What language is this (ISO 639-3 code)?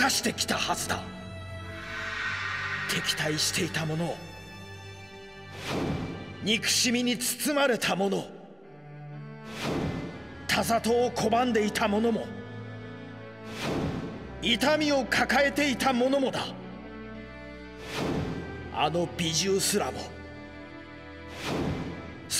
jpn